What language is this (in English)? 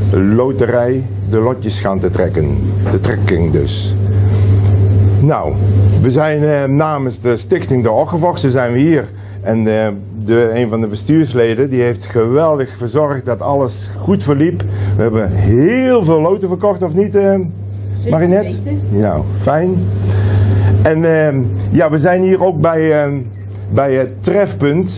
Dutch